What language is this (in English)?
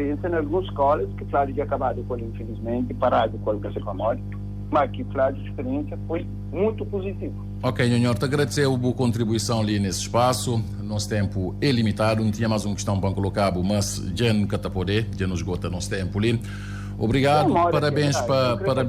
Kabuverdianu